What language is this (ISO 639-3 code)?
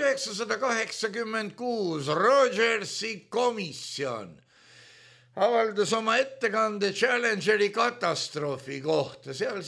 est